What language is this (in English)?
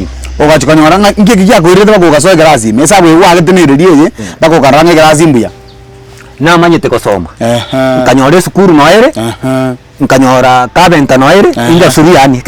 Gusii